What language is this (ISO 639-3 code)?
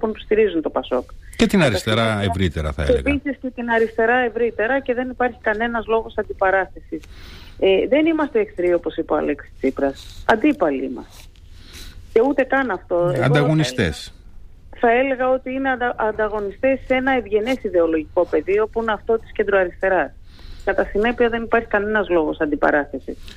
ell